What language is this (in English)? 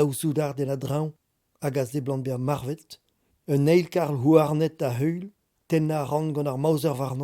Breton